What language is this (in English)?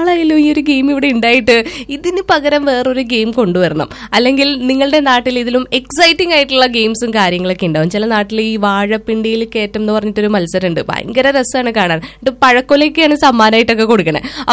Malayalam